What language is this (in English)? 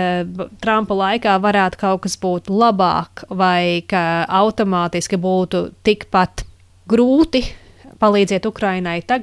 Latvian